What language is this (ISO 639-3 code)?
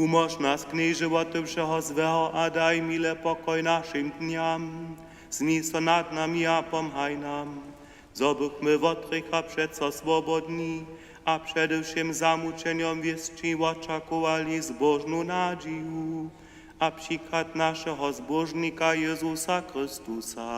hsb